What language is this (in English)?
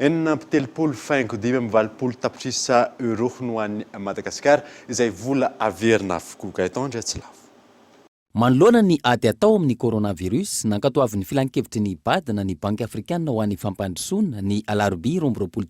Malagasy